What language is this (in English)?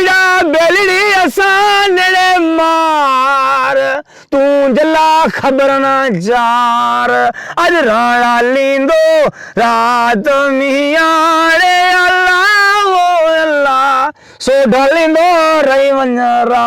Saraiki